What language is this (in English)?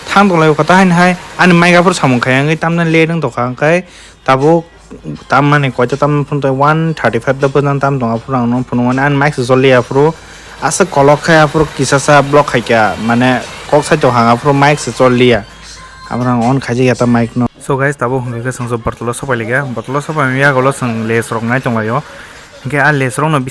Kok Borok